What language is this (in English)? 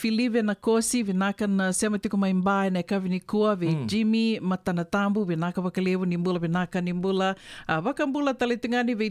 Fijian